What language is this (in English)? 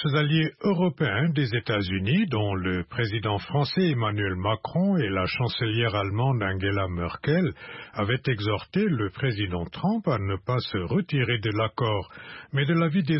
French